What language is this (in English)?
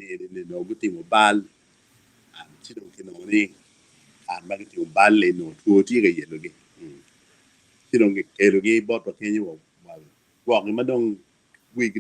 Acoli